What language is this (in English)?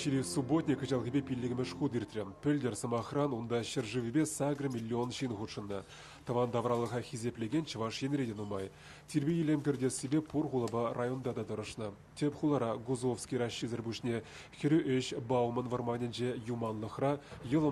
Chuvash